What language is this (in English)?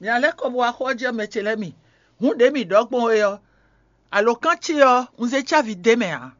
Fon